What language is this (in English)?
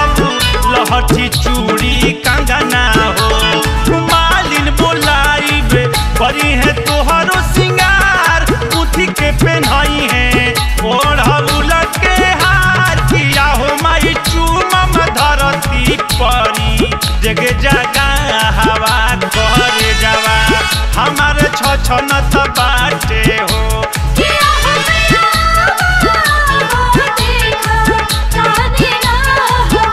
Bhojpuri